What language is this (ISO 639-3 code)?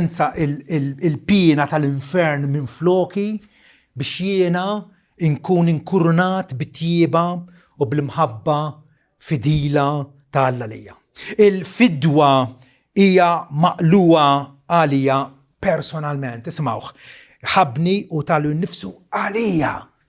mlt